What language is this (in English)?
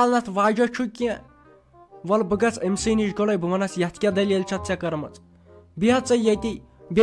Kashmiri